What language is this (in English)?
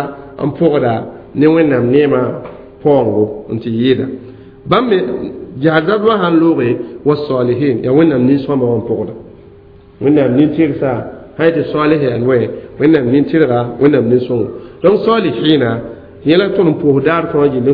Mossi